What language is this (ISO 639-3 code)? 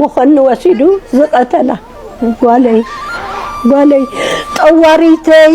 tir